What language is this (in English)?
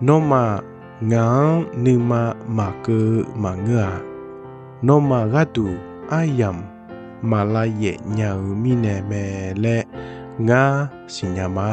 Akha